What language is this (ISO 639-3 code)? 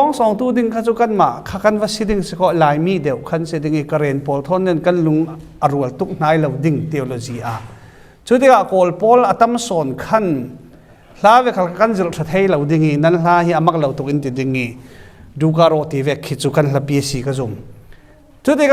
cfm